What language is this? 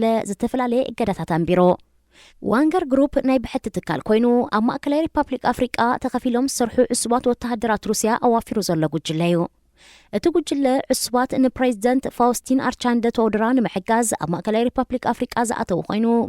Tigrinya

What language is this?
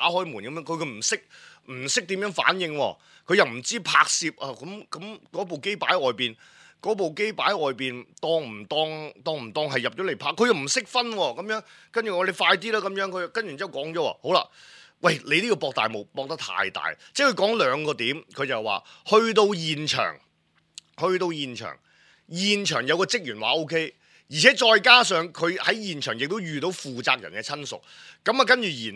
Cantonese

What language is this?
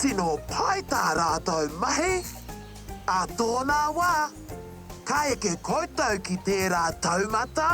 Māori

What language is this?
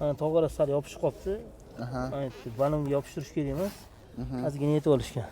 Uzbek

